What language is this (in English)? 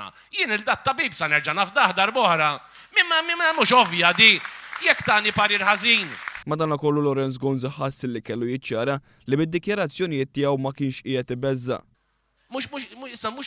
Maltese